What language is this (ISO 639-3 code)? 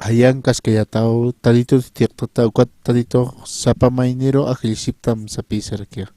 aym